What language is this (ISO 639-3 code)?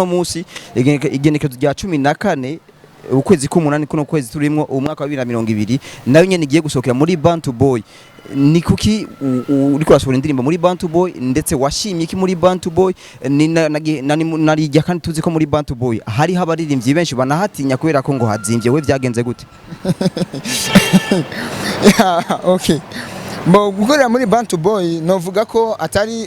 run